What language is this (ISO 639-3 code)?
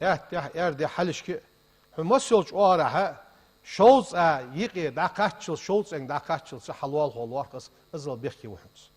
inh